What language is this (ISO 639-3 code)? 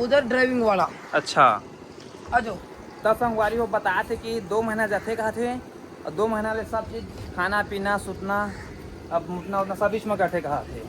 hne